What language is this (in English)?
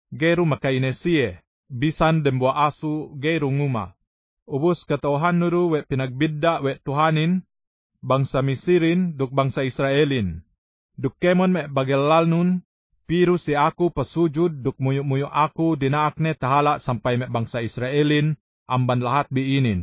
Yakan